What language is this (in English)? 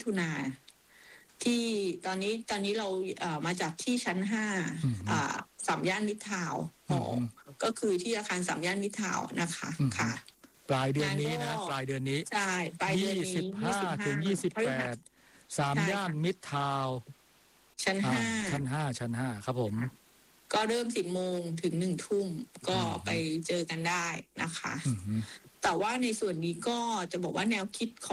Thai